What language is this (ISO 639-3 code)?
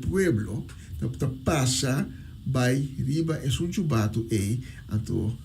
pap